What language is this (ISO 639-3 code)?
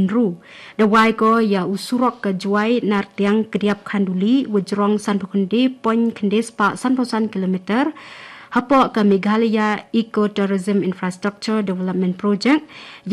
kha